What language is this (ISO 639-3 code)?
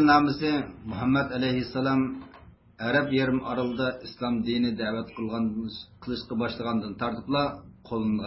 uig